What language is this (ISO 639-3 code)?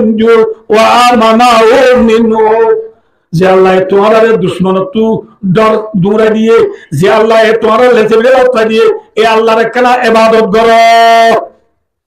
rhg